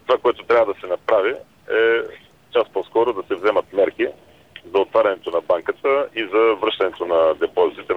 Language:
Bulgarian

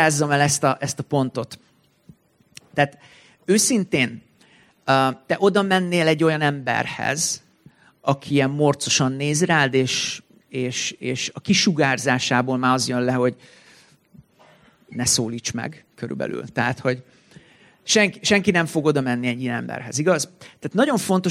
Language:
Hungarian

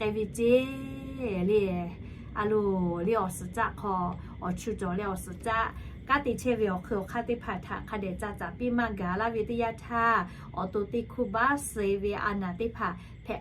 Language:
Lahu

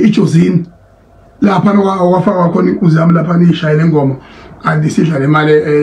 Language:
Zulu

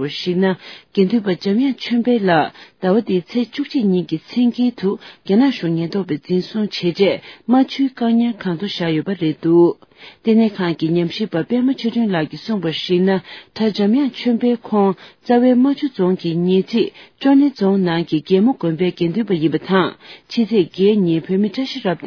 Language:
Tibetan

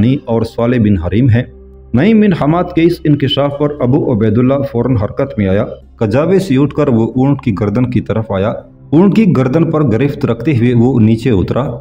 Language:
Urdu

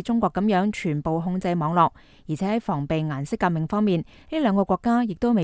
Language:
Cantonese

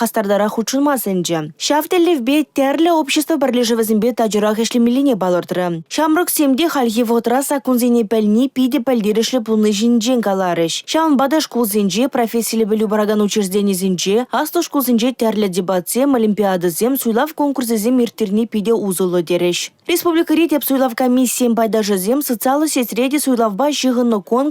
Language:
Chuvash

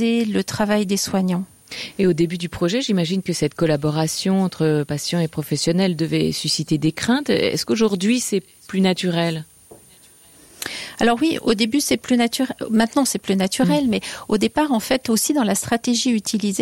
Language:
French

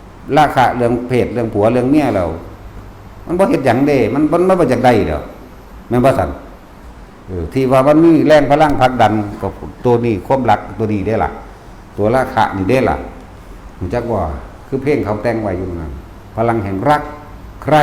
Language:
Northeastern Thai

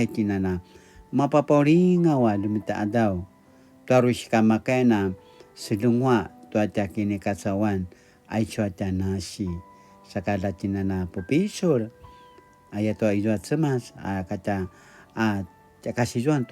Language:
Paiwan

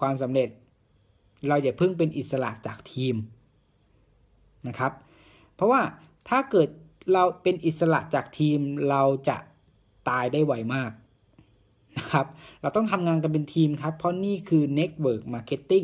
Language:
Thai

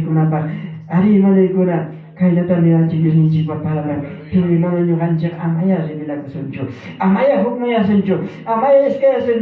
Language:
Ayacucho Quechua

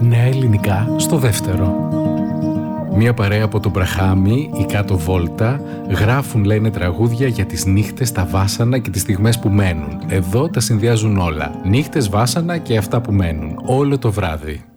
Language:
Greek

